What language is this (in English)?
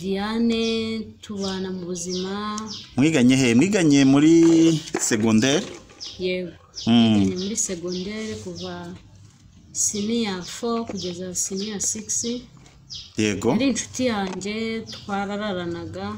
Kinyarwanda